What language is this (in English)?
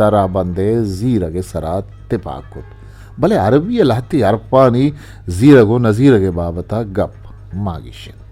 Eastern Balochi